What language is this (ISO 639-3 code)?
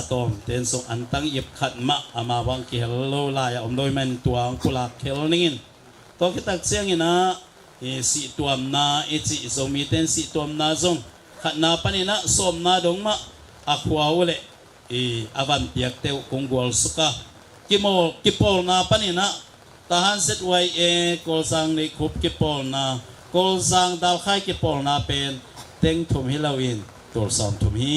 ctd